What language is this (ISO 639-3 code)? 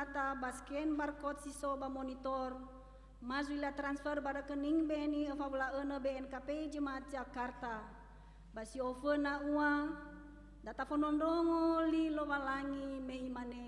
nia